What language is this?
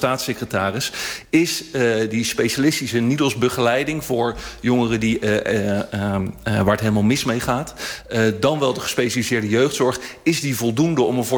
Dutch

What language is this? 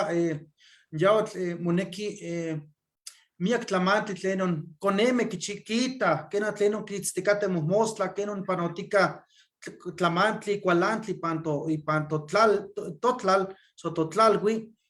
Eastern Huasteca Nahuatl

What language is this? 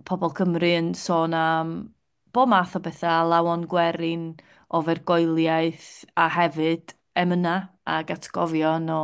Welsh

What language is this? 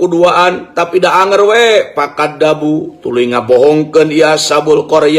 Sundanese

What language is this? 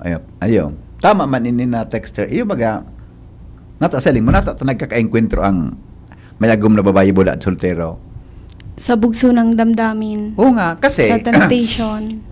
Bikol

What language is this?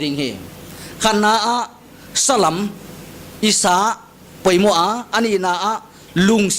Paite Chin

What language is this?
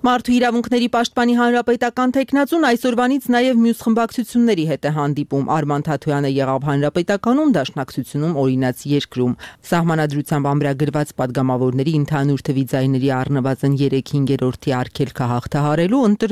Armenian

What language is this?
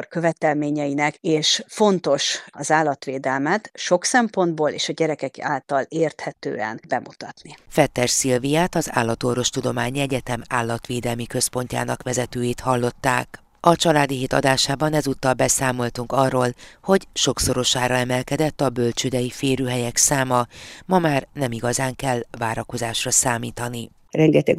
Hungarian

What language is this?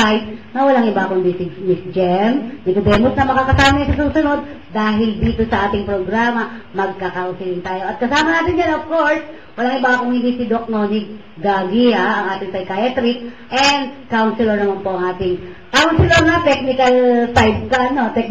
Filipino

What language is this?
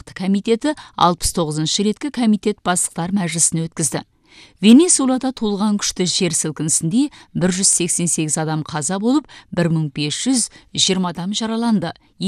Kazakh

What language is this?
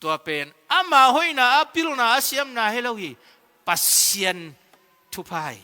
Tedim Chin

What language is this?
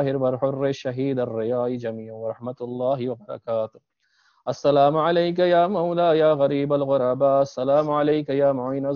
Urdu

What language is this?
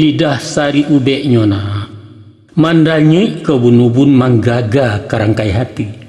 Minangkabau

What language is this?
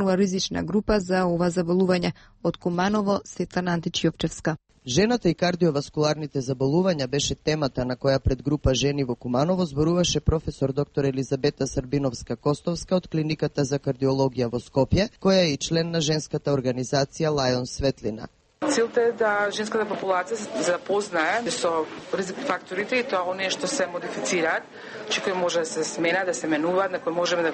Macedonian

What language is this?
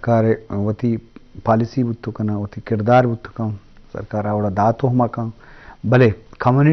Eastern Balochi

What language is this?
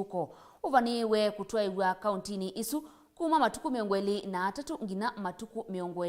Kamba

